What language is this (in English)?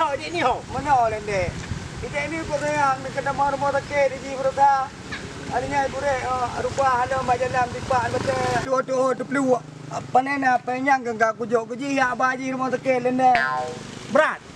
Achinese